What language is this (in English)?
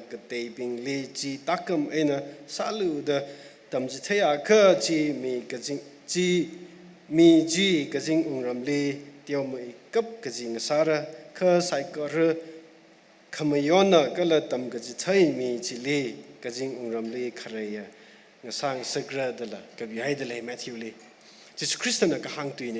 Tangkhul Naga (India)